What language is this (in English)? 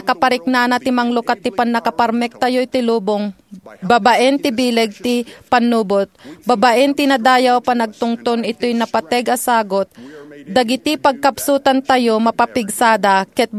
Iloko